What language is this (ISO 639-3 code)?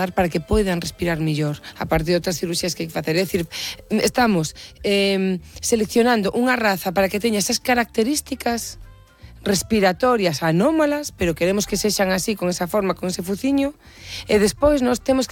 glg